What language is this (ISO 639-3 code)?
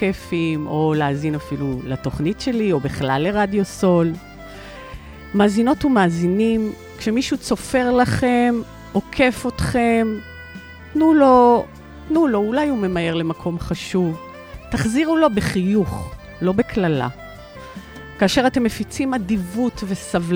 heb